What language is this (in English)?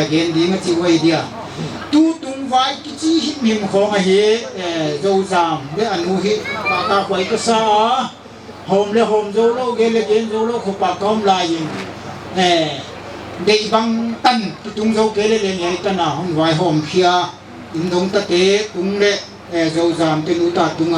Paite Chin